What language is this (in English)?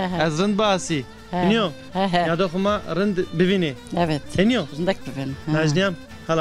Zaza